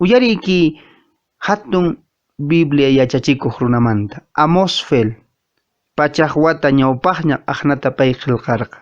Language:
Quechua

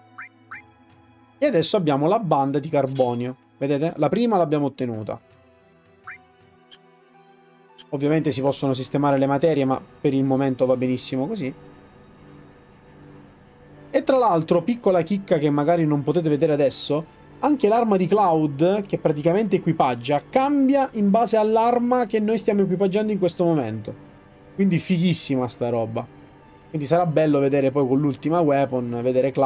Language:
Italian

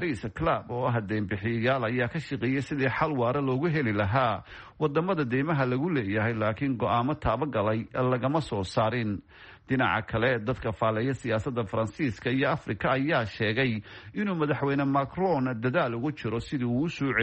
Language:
Somali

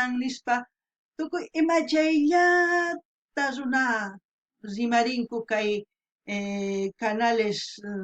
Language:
South Bolivian Quechua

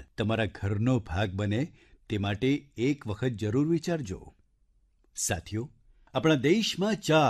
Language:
Gujarati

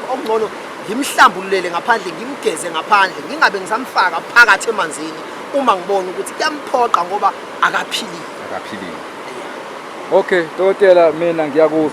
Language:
Zulu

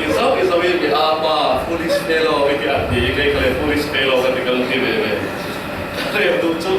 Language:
Falam Chin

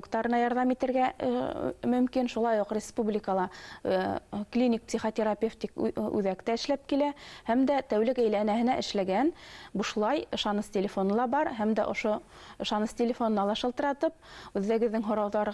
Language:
Bashkir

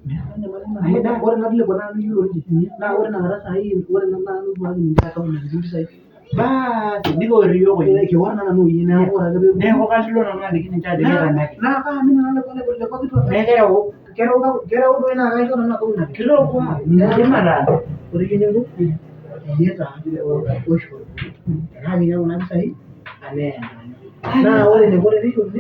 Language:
Masai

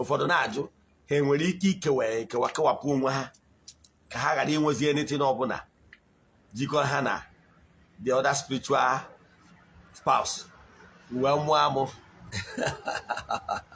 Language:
Igbo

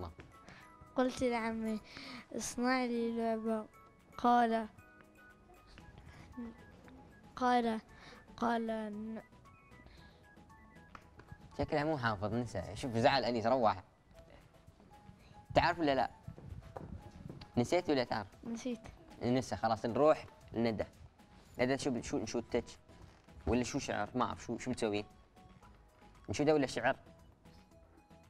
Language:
Gulf Arabic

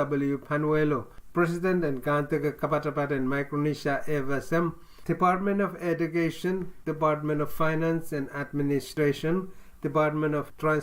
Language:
Pohnpeian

